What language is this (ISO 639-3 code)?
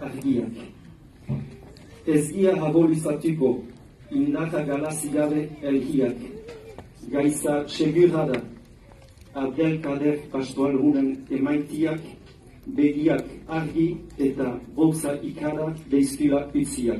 eus